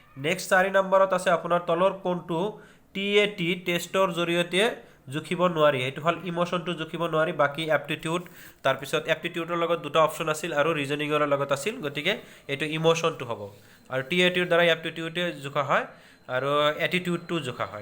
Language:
Assamese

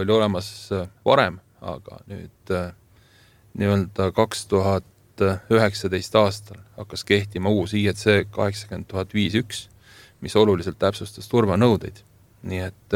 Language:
Estonian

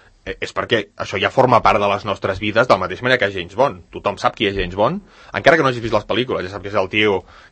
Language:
Catalan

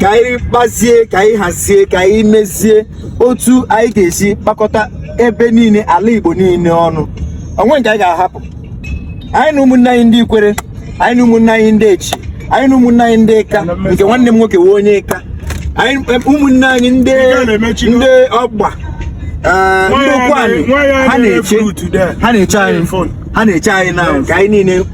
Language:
Igbo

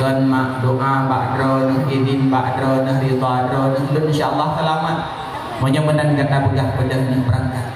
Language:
Achinese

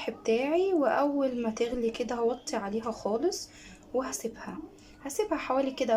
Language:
Egyptian Arabic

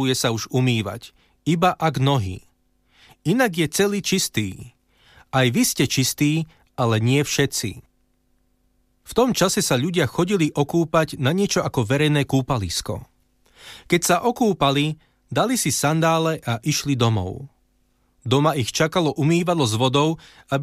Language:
Slovak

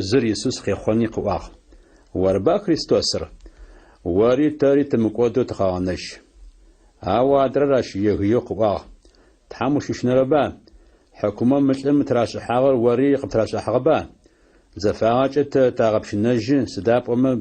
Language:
Adyghe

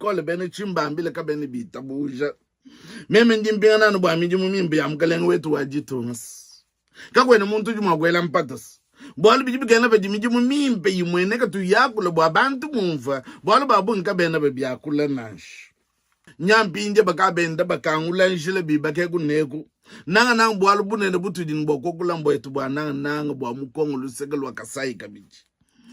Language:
Luba-Lulua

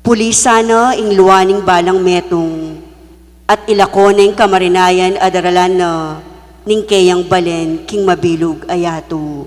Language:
Pampanga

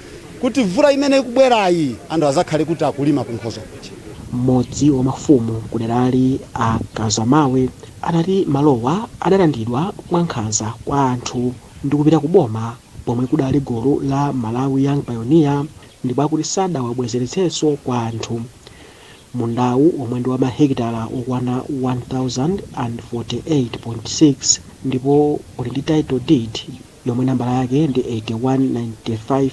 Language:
Nyanja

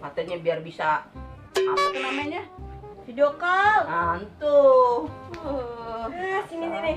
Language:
Betawi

